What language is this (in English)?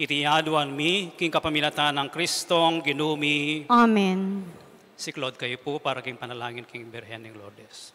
Pampanga